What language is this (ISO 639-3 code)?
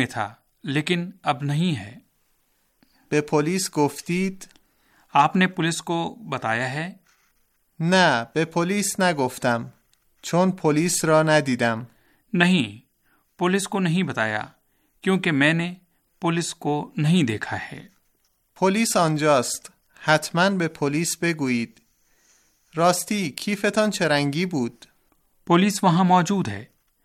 urd